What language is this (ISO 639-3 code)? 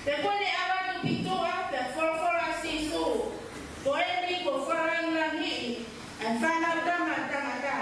ton